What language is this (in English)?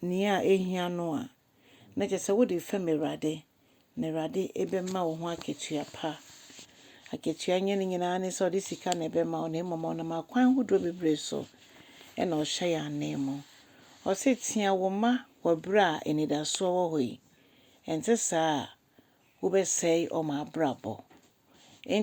Akan